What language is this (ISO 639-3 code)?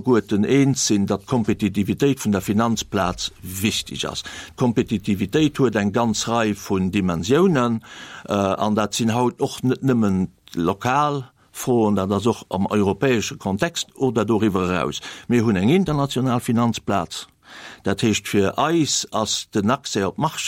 ltz